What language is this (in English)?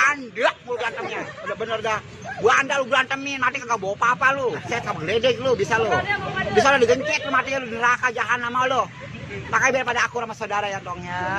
Betawi